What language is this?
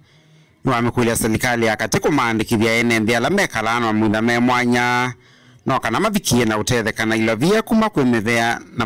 Kamba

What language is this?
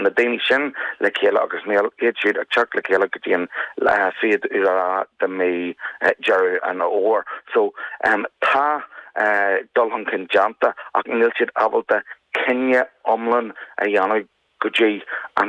Irish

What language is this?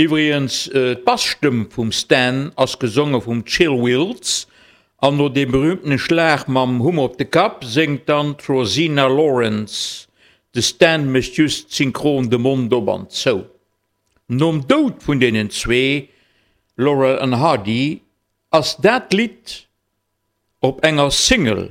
Luxembourgish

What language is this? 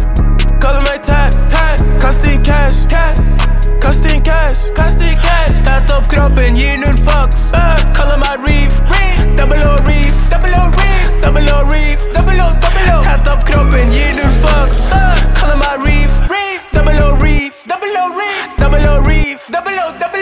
Norwegian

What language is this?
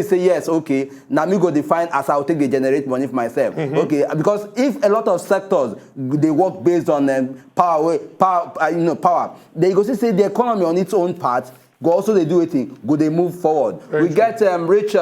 Nigerian Pidgin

